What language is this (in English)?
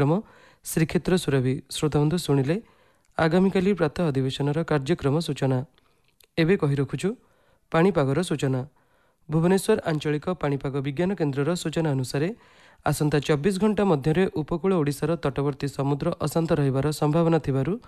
Odia